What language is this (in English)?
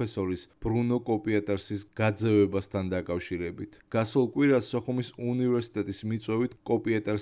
Georgian